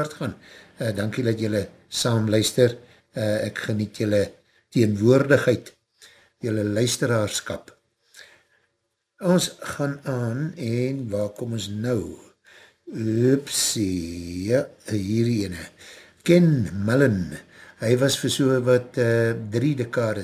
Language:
Afrikaans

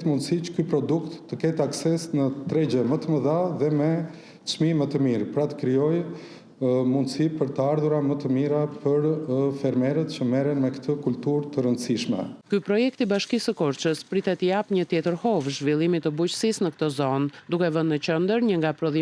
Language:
Albanian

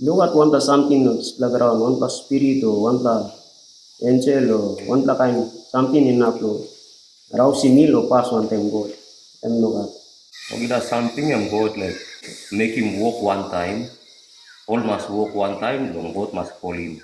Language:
Tok Pisin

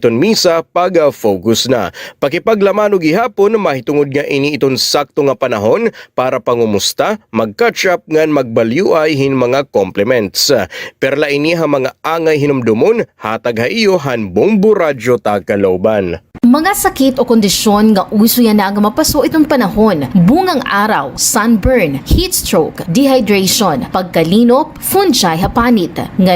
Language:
Waray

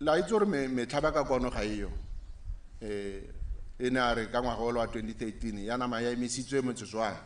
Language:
Tswana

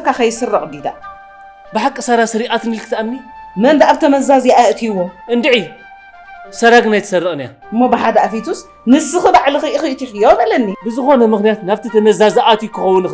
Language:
Tigrinya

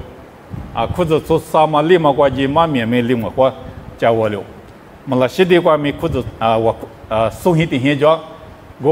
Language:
Lisu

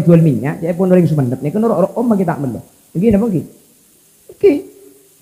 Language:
Madurese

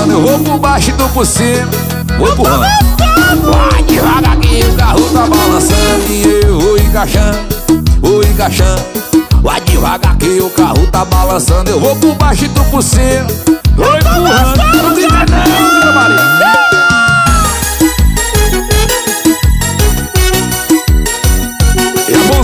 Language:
Portuguese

